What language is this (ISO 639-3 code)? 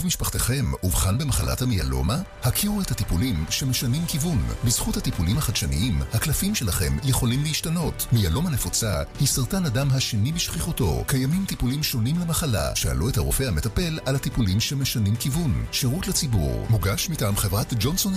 heb